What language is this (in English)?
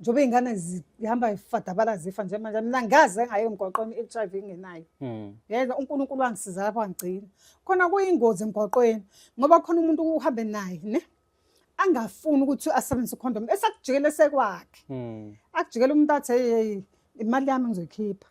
Zulu